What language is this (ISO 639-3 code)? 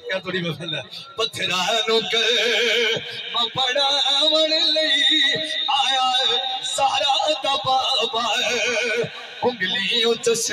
skr